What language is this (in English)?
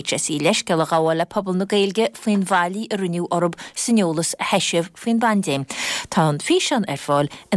Irish